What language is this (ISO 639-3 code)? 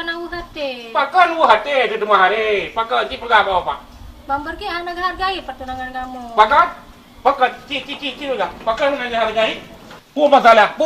ace